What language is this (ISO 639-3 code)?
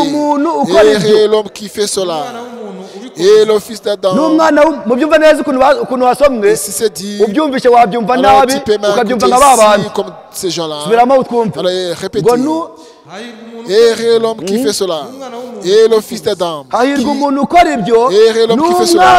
kin